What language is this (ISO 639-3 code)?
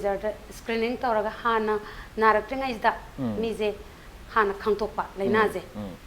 mni